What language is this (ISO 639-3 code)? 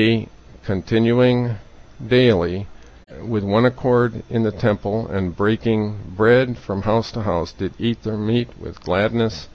eng